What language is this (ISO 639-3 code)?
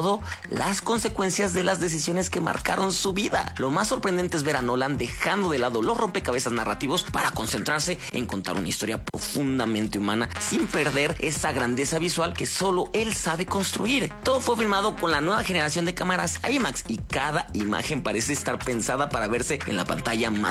spa